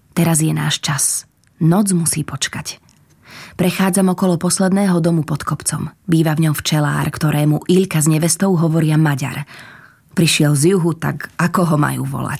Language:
Slovak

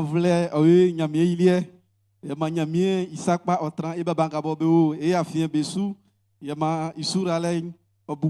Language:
Baoulé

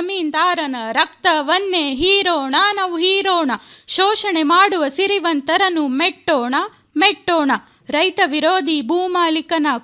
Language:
Kannada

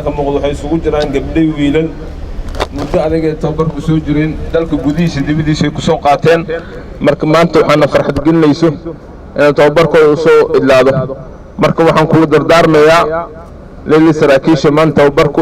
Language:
Somali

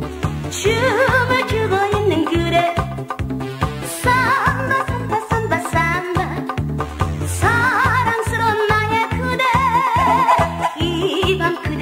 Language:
Korean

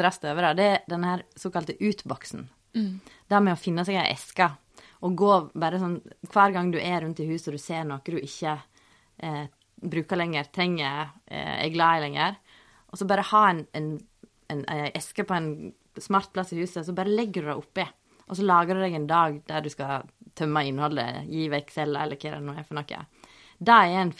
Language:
Norwegian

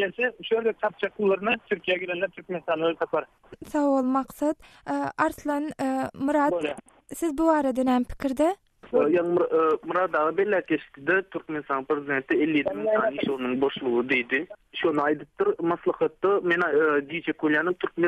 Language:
Turkmen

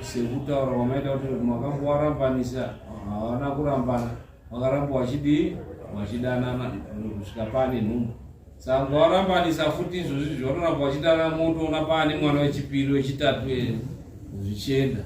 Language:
Shona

